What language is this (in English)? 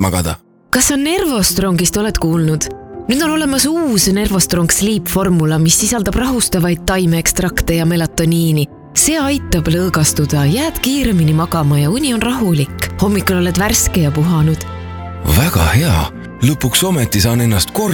Estonian